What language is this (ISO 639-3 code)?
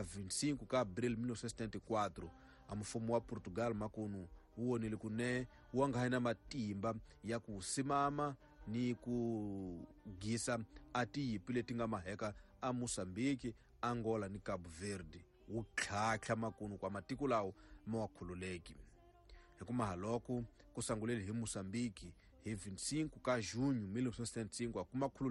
tso